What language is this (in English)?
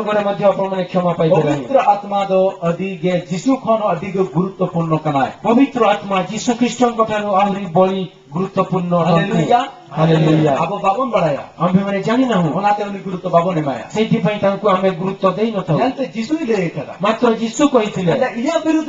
Santali